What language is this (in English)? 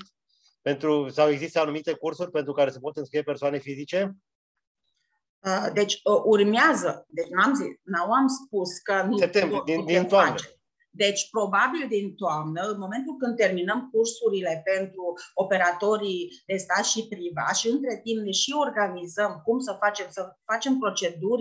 Romanian